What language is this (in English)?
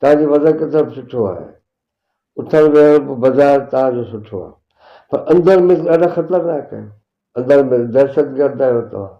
Sindhi